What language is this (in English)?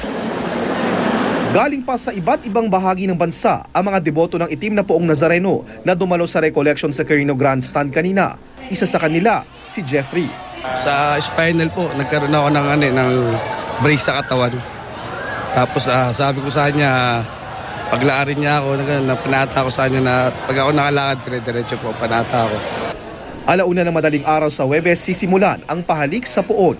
Filipino